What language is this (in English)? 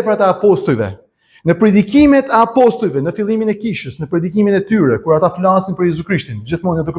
Albanian